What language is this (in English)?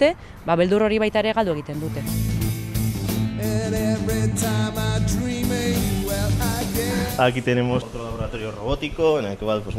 Basque